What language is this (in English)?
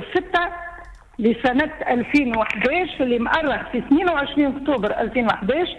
Tunisian Arabic